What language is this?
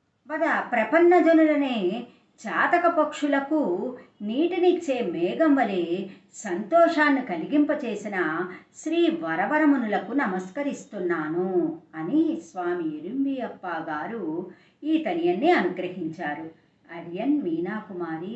Telugu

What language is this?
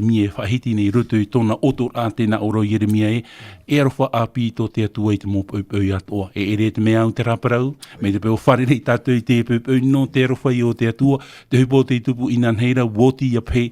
Tahitian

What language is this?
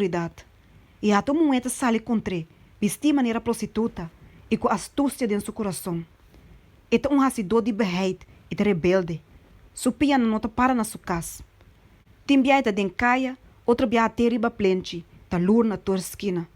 Papiamento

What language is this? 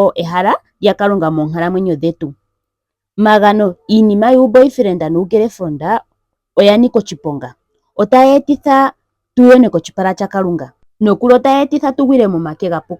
Ndonga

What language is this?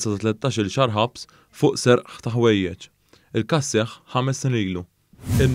Maltese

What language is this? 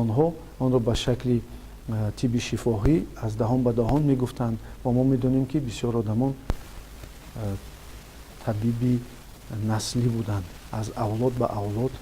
Tajik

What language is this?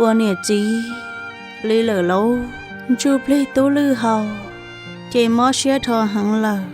Hmong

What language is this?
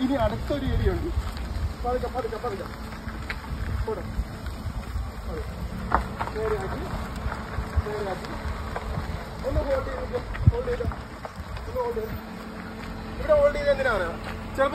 Malayalam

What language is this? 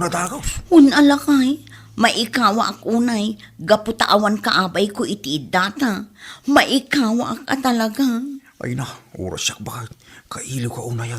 Iloko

